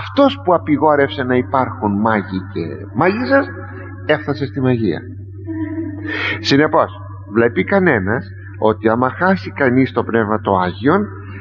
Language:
Greek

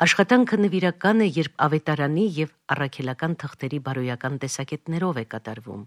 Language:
Armenian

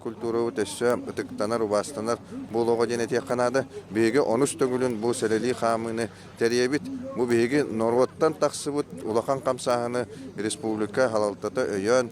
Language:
Yakut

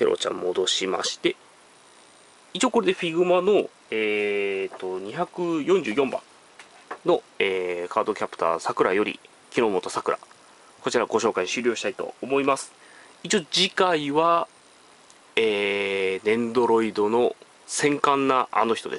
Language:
Japanese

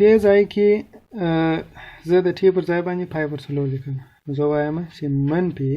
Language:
Pashto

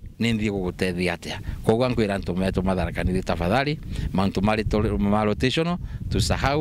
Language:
Meru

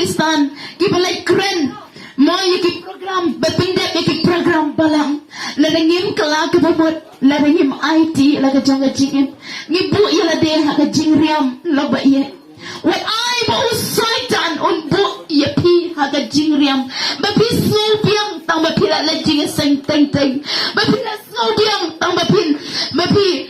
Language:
Khasi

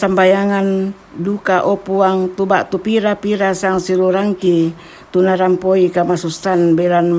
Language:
Toraja-Sa'dan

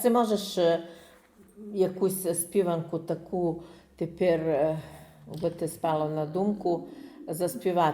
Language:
Rusyn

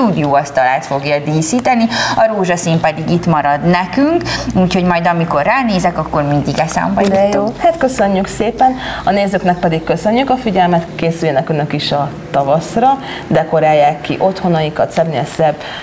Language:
Hungarian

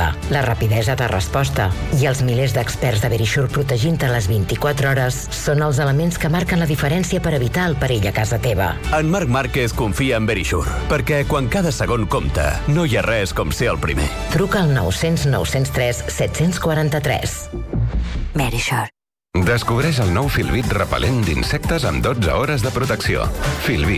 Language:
Catalan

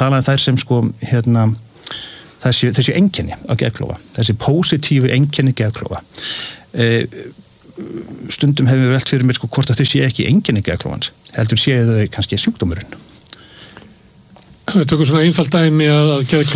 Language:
Icelandic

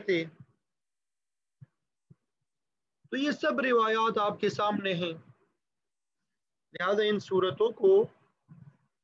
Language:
Urdu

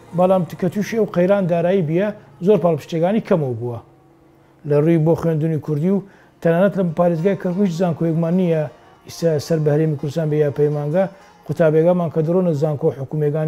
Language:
Central Kurdish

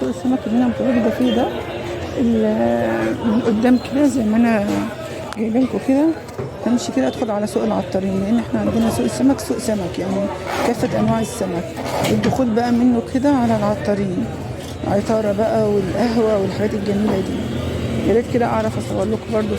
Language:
Egyptian Arabic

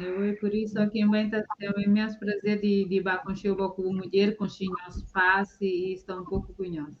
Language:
Kabuverdianu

